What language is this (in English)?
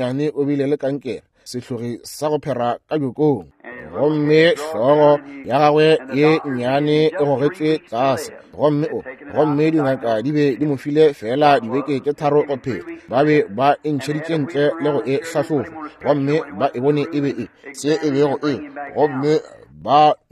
Northern Sotho